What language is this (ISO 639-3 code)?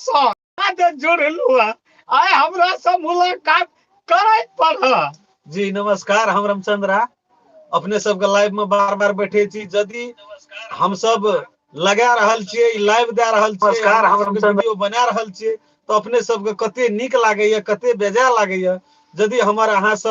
mai